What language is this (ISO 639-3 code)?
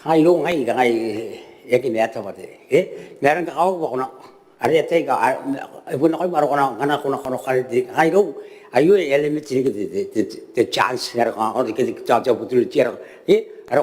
gil